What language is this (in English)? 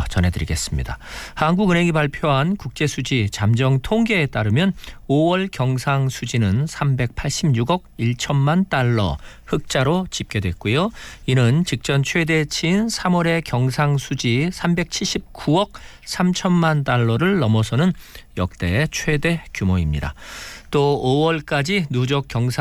Korean